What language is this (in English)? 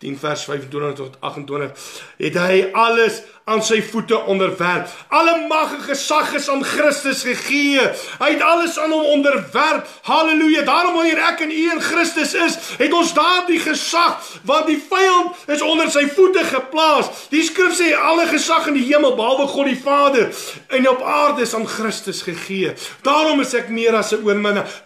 Afrikaans